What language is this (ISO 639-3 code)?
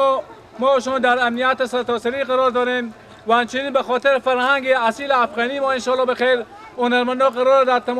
fas